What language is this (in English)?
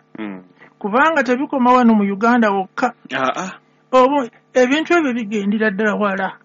Ganda